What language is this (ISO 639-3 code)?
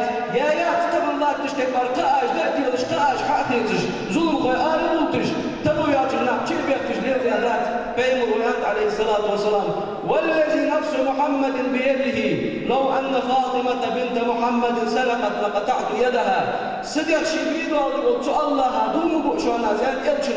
inh